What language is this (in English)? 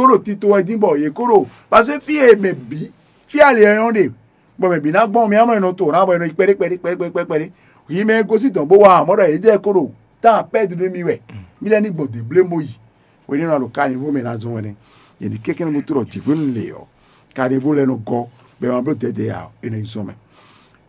Fon